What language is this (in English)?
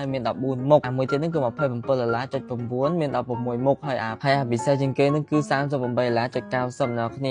Khmer